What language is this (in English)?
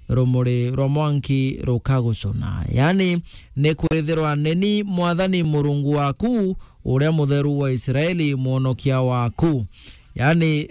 Meru